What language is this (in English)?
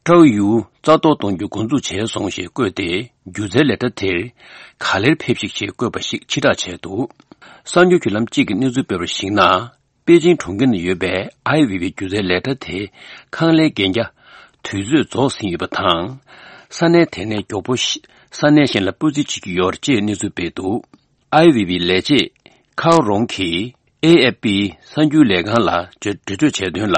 Tibetan